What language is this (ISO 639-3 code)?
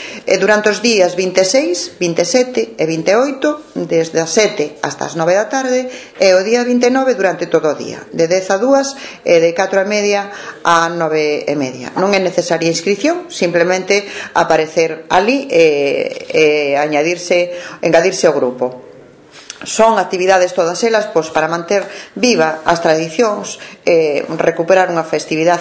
glg